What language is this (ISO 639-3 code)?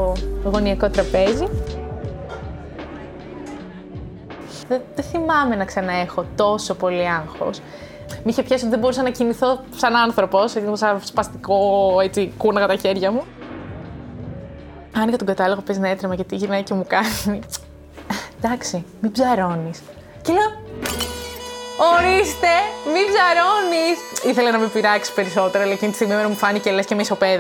ell